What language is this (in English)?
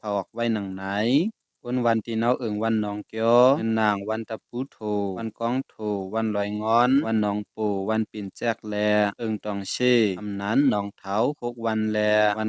Shan